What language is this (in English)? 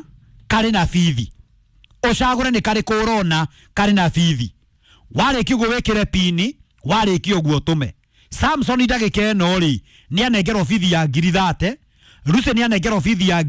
Kikuyu